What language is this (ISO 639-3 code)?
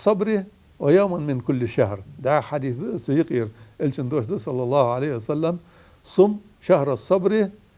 inh